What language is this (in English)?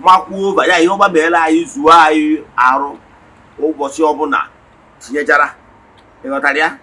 Igbo